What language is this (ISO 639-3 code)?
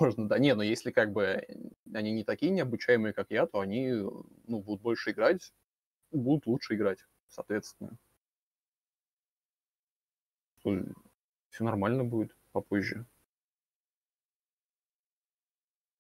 rus